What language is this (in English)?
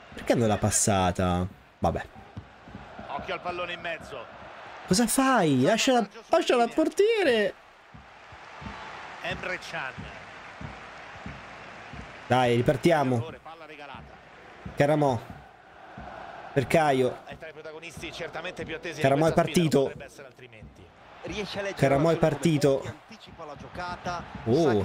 Italian